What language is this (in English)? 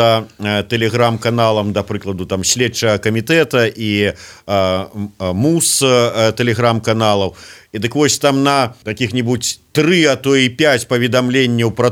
Belarusian